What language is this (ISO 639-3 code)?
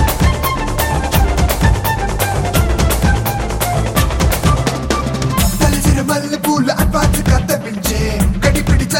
tel